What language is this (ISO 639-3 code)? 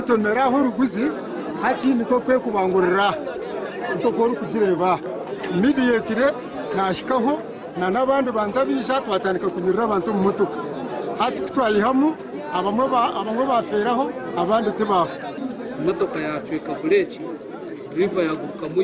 nyn